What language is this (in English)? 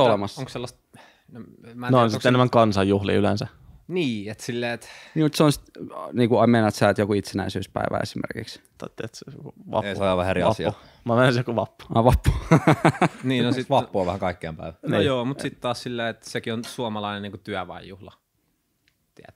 Finnish